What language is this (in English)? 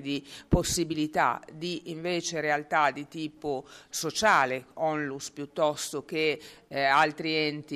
Italian